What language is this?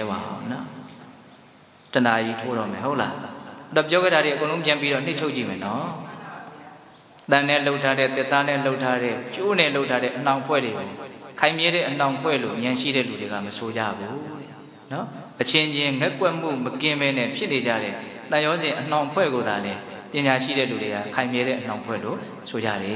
Burmese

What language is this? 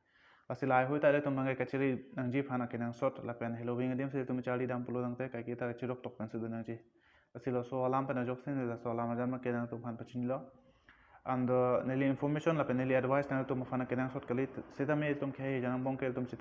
Karbi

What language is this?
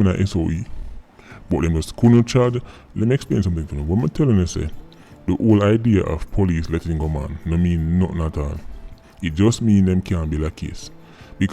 Jamaican Creole English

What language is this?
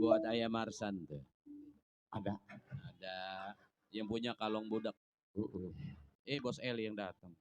Betawi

